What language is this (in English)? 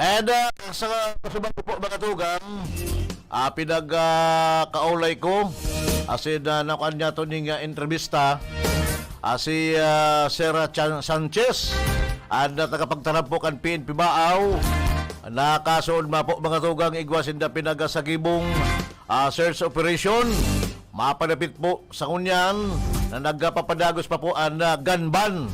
Bikol